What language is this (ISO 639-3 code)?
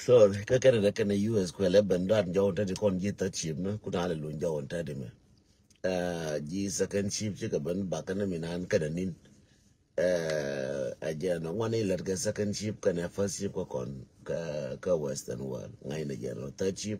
nus